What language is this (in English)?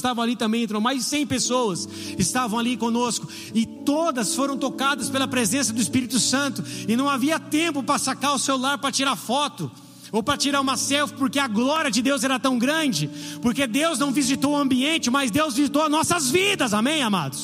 Portuguese